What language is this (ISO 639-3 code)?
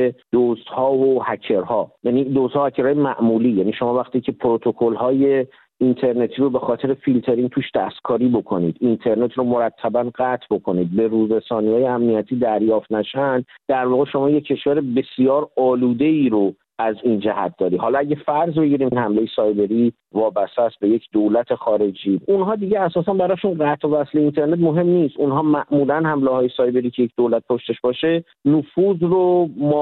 fas